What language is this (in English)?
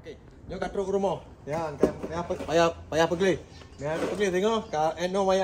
Achinese